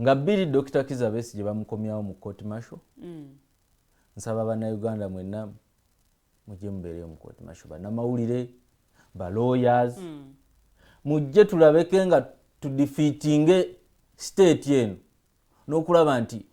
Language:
Ganda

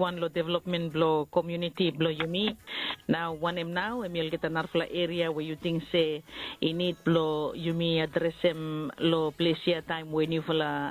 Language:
Bislama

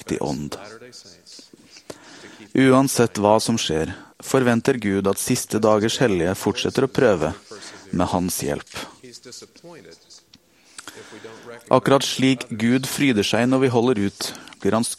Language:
Norwegian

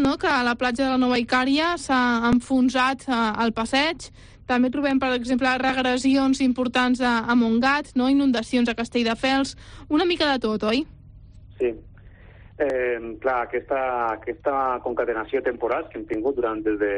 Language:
Catalan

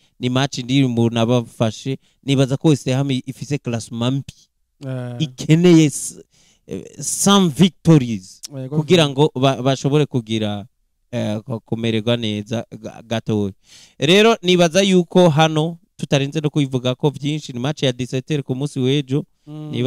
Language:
Rundi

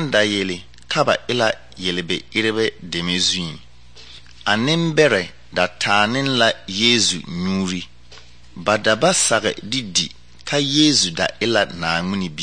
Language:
Southern Dagaare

